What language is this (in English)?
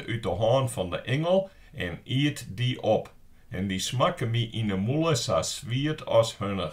Western Frisian